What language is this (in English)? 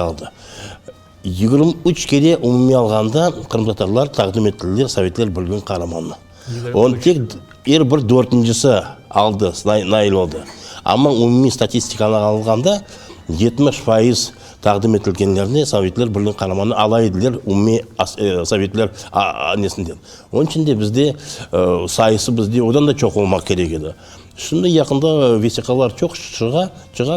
Crimean Tatar